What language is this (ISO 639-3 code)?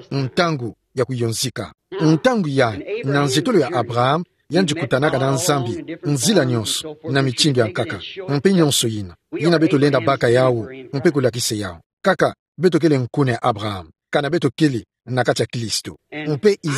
ktu